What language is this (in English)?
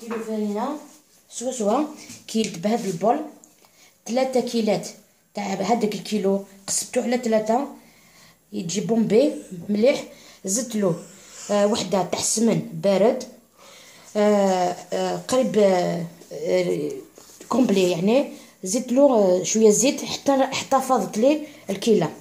Algerian Arabic